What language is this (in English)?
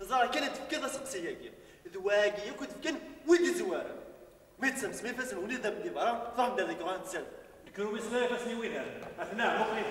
Kabyle